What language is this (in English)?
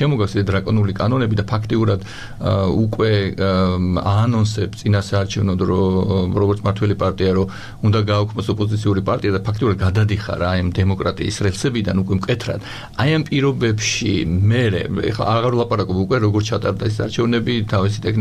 Georgian